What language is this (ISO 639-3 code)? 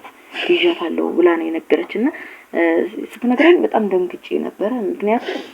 amh